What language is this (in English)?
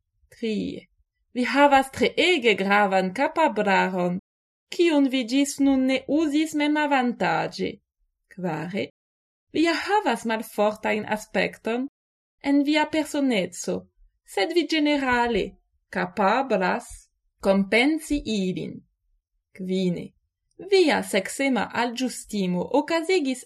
Esperanto